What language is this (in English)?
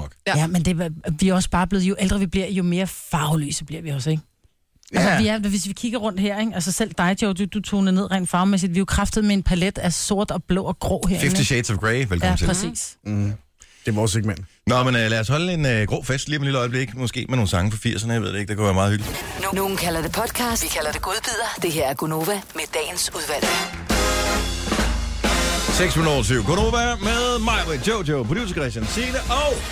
Danish